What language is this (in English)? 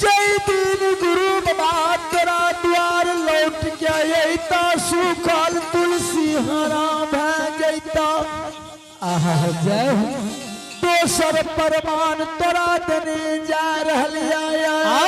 Angika